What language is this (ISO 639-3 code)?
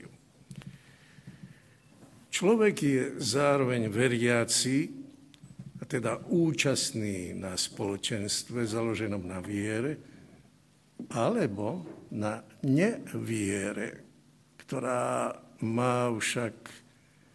slk